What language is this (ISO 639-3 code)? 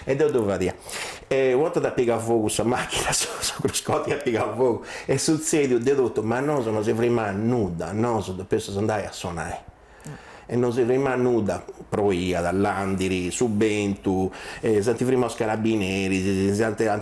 srd